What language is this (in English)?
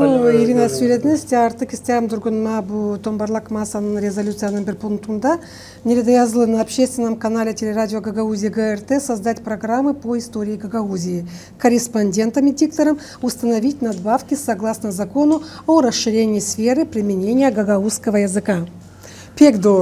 Gagauz